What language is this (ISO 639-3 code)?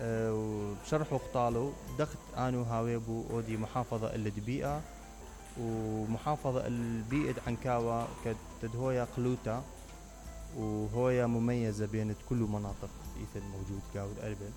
acm